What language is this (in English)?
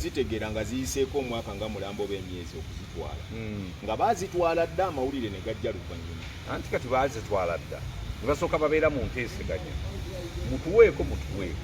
Ganda